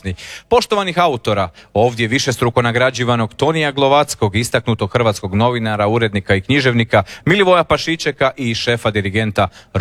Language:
Croatian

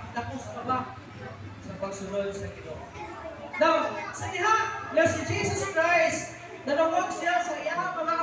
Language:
Cebuano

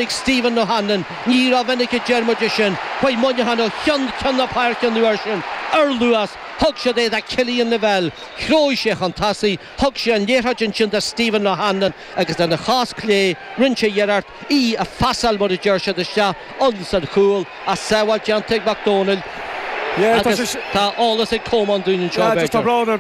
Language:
Irish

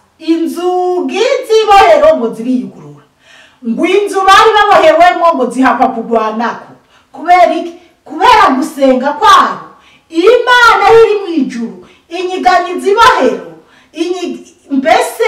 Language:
Rundi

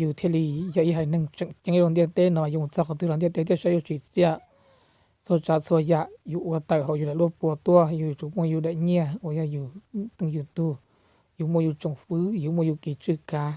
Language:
Hmong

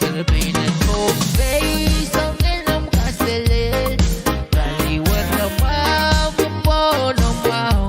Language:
Pohnpeian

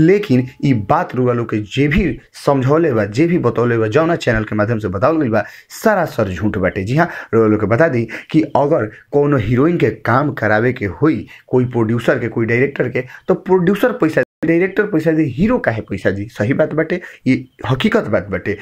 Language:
Bhojpuri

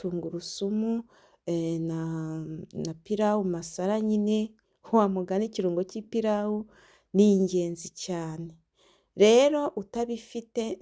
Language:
Kinyarwanda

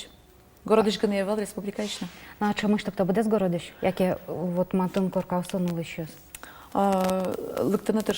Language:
Udmurt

